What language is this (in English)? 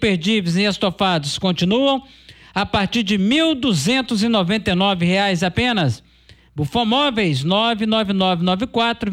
Portuguese